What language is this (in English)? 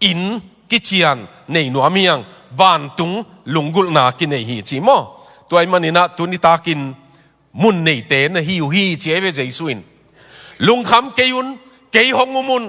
Tedim Chin